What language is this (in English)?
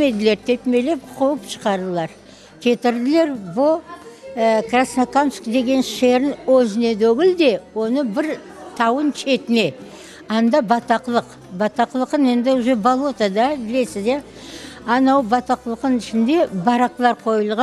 Crimean Tatar